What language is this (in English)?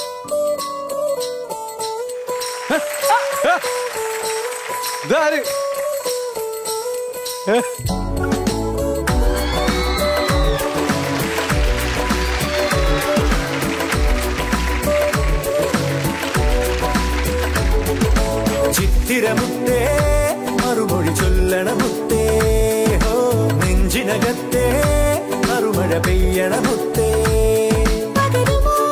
Malayalam